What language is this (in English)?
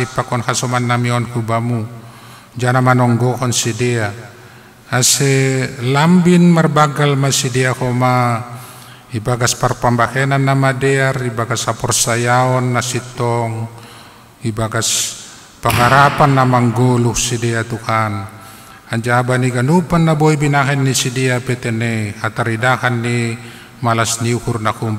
Batak Simalungun